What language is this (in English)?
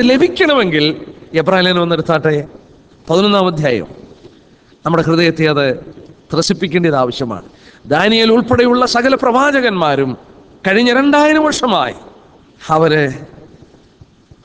Malayalam